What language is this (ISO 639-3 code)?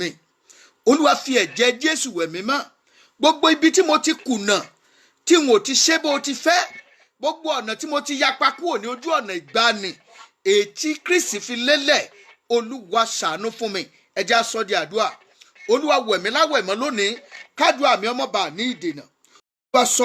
yor